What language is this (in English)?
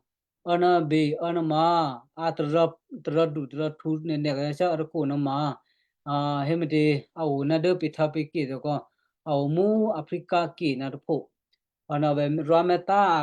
Western Kayah